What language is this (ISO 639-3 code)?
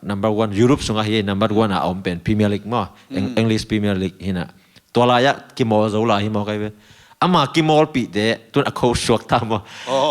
ctd